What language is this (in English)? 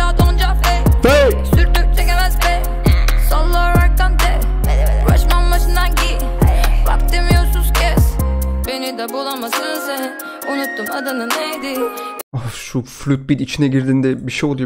Turkish